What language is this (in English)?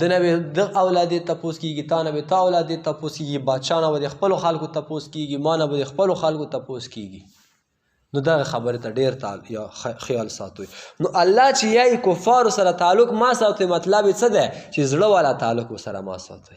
Pashto